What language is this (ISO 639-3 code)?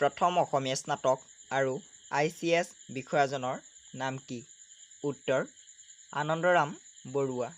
asm